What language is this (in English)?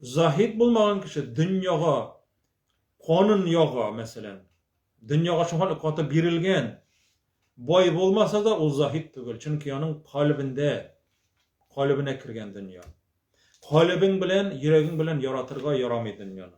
Tatar